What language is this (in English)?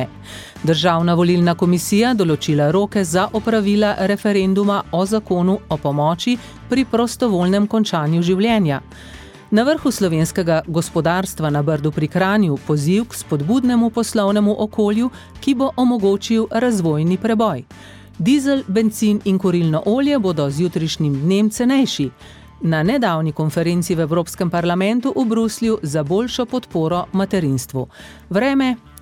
Slovenian